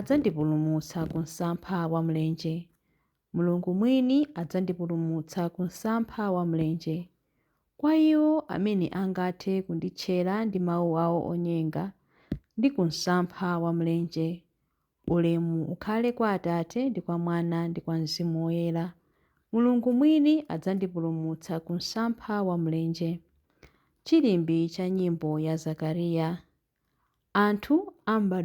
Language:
Nyanja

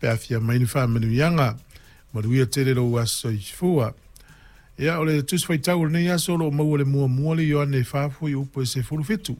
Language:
Samoan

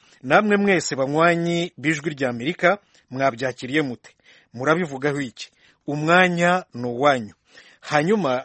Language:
Kinyarwanda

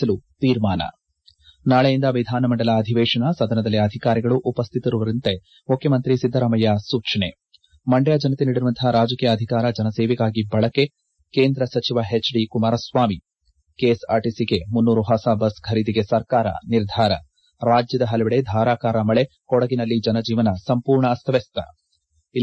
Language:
Kannada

